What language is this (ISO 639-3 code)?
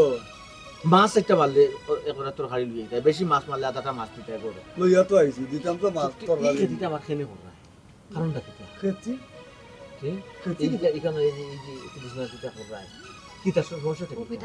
syl